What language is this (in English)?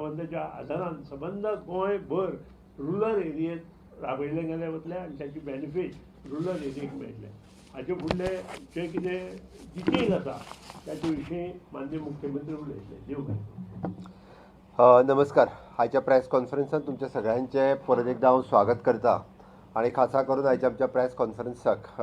Konkani